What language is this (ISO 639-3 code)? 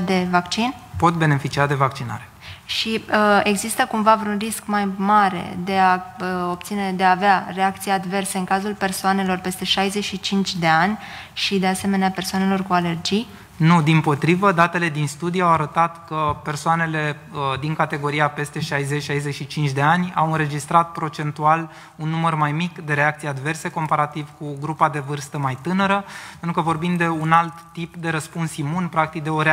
ron